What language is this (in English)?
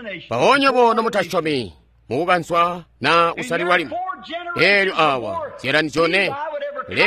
Tonga (Zambia)